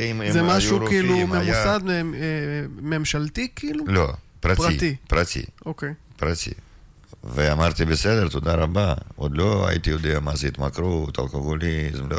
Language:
Hebrew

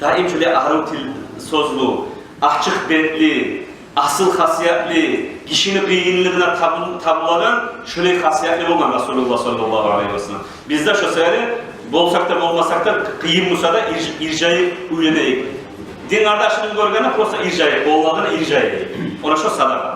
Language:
Kumyk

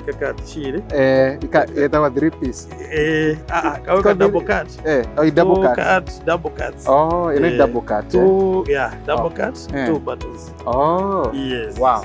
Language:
Meru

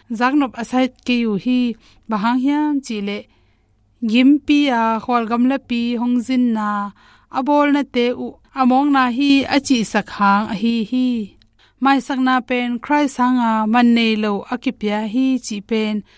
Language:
Tedim Chin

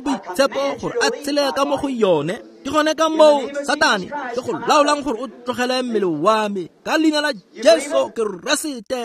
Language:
Tswana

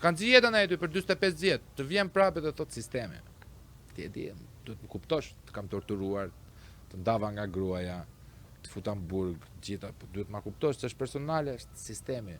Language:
Albanian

